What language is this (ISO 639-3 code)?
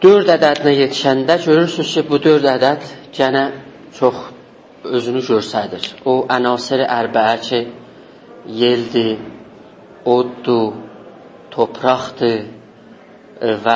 azb